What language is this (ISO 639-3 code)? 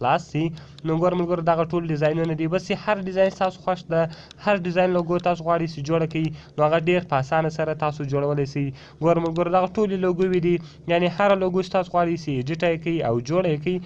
pus